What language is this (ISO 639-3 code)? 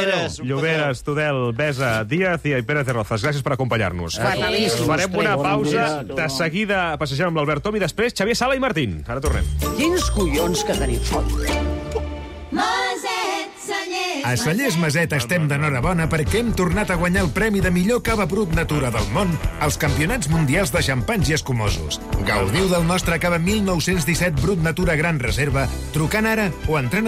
cat